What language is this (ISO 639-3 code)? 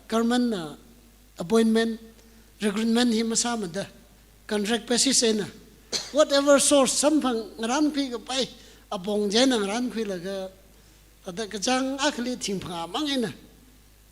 nmf